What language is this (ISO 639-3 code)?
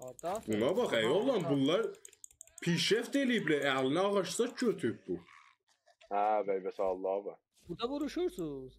azb